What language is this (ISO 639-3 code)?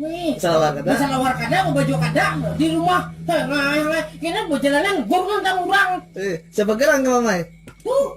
bjn